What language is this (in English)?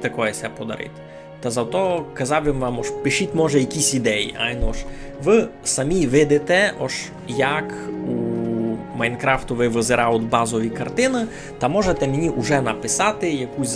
Rusyn